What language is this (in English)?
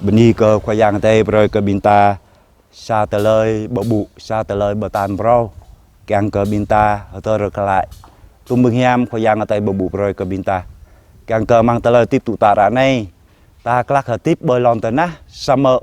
Jarai